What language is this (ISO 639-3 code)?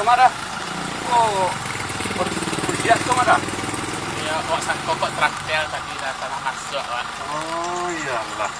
min